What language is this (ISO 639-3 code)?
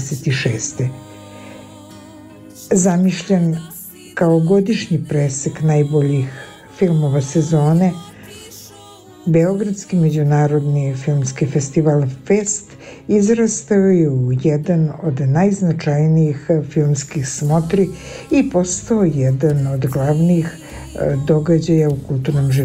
srp